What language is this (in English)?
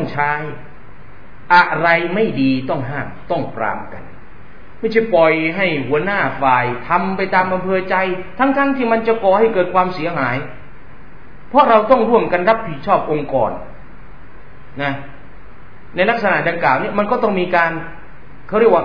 Thai